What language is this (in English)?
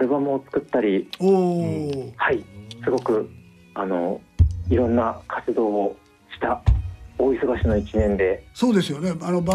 Japanese